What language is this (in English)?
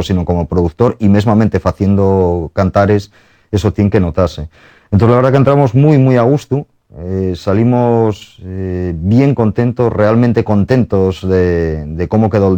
Asturian